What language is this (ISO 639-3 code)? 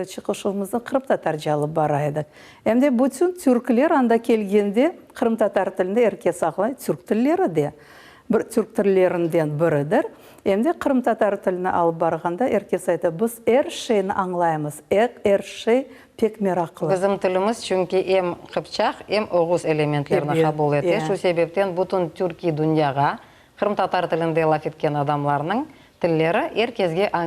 crh